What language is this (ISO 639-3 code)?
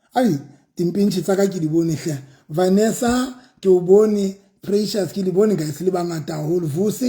sot